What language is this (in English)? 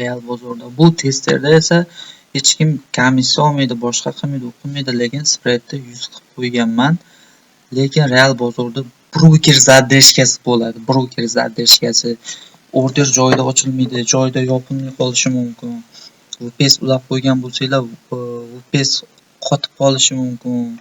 Uzbek